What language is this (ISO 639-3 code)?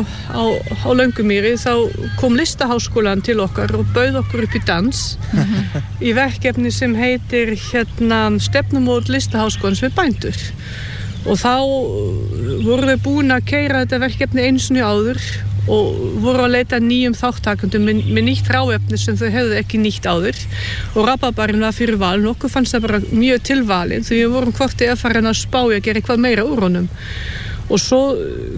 isl